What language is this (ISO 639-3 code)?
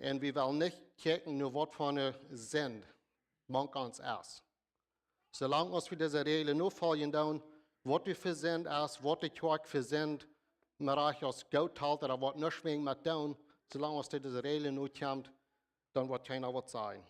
pdt